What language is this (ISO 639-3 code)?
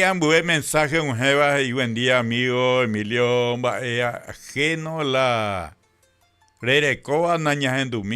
grn